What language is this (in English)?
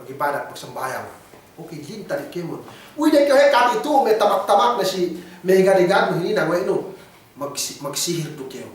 Yakan